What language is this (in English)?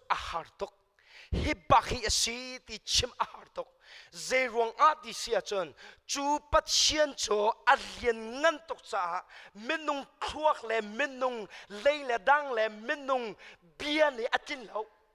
Hakha Chin